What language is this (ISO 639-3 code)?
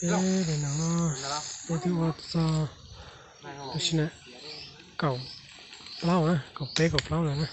hmn